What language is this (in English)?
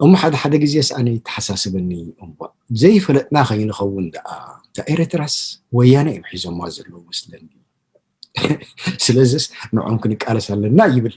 Tigrinya